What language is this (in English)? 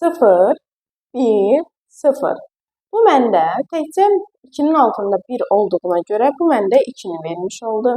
Azerbaijani